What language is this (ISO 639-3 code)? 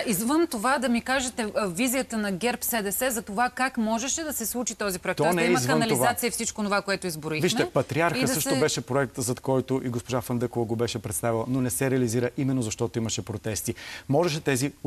bul